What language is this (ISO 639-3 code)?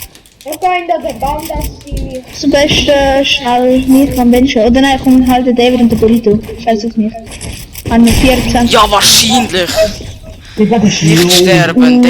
gsw